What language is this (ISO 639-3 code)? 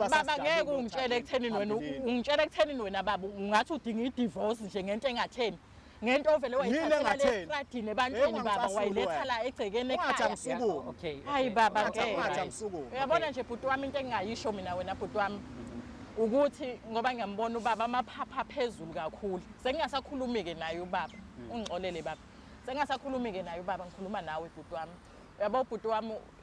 zul